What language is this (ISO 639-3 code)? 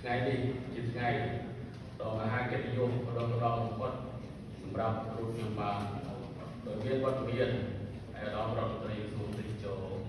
khm